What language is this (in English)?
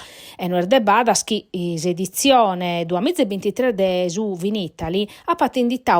Sardinian